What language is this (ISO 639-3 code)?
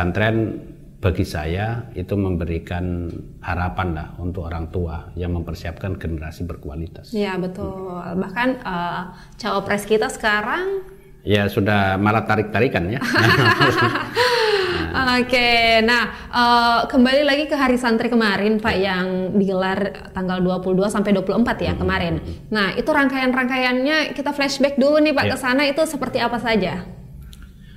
ind